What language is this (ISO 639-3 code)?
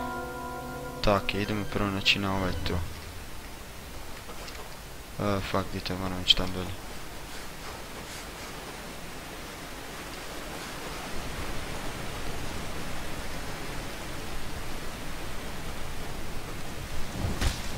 hrv